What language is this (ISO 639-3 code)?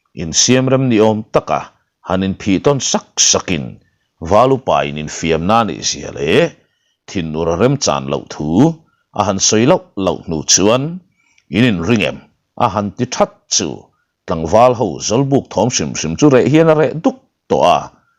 lus